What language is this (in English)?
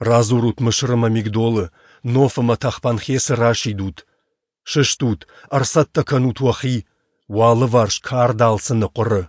Ossetic